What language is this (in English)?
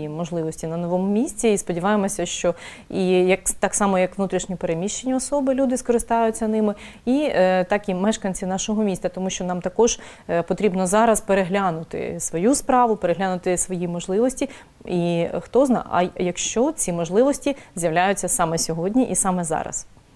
Ukrainian